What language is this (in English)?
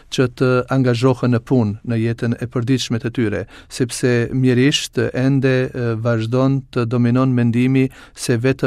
Albanian